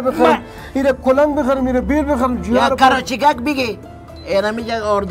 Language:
Persian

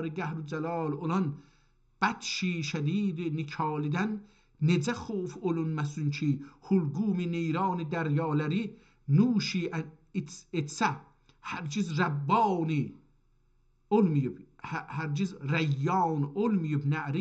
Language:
South Azerbaijani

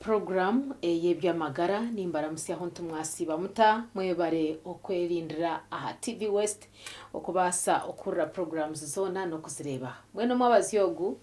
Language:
Nyankole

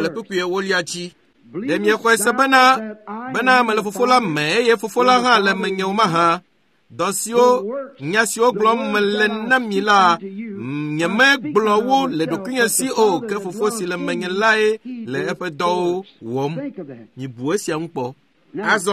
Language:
Ewe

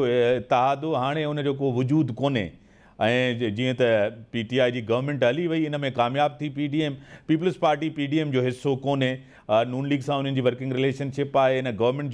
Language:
Sindhi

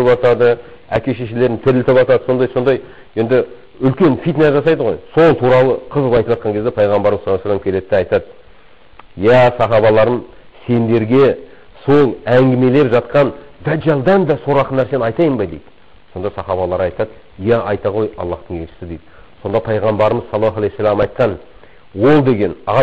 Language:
Kazakh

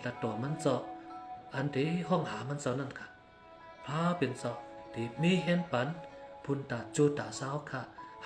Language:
Shan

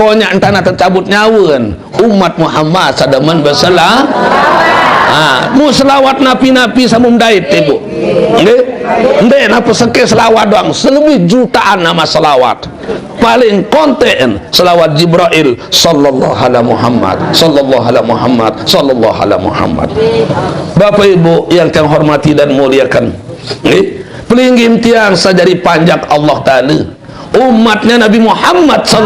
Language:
Sasak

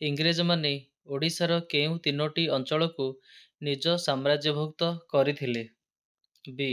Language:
Odia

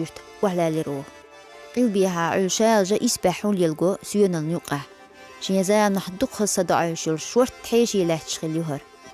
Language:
Chechen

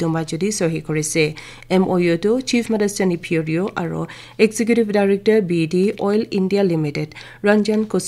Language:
Naga Pidgin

